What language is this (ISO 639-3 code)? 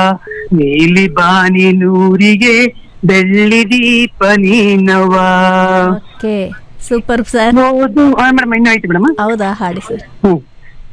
kan